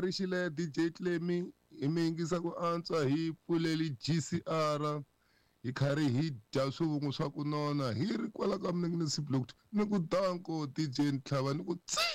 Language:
Tsonga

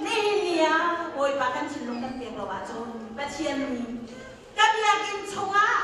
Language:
Hakha Chin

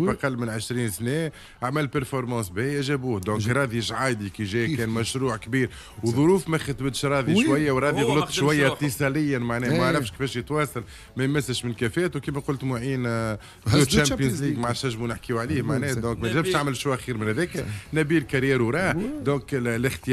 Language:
Tunisian Arabic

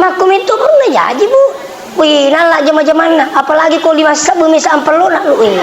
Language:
Buginese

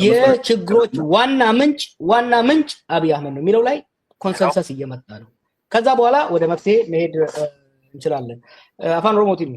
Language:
Amharic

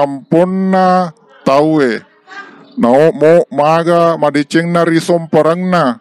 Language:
Buginese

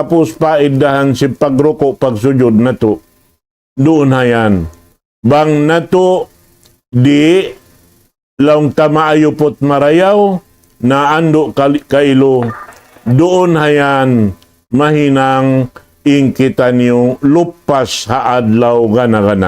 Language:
Tausug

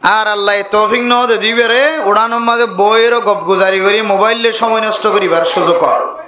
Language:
Rohingya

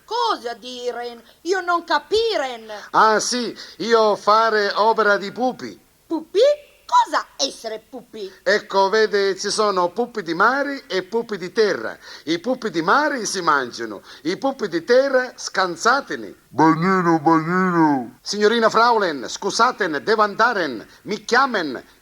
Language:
Neapolitan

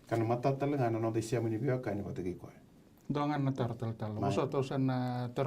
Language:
Fijian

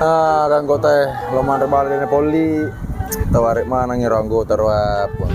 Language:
Buginese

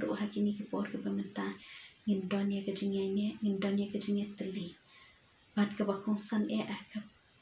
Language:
Khasi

